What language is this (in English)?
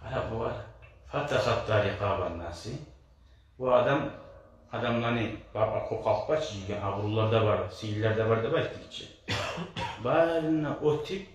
Kumyk